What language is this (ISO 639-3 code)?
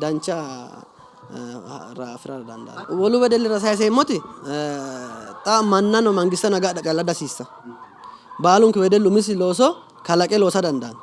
sid